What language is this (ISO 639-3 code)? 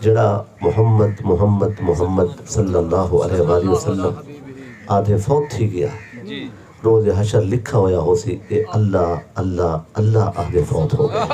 skr